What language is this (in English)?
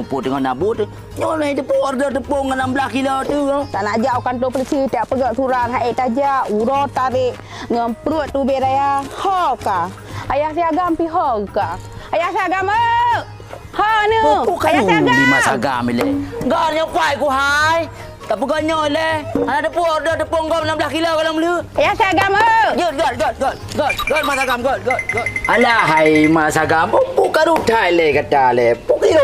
Achinese